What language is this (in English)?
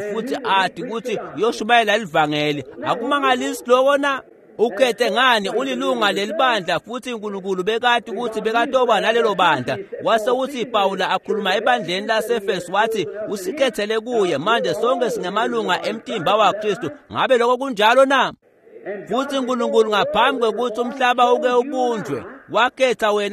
Swati